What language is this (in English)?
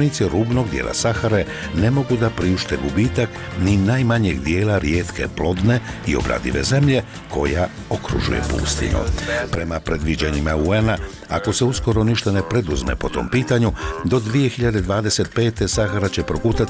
Bosnian